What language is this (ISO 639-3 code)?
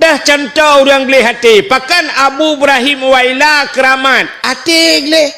ace